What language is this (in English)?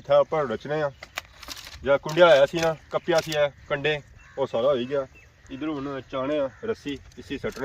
Pahari-Potwari